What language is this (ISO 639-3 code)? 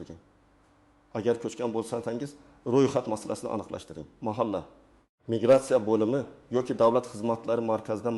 uzb